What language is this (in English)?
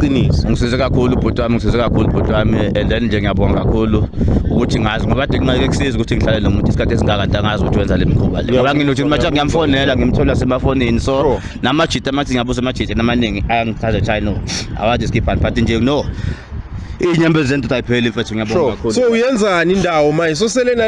Zulu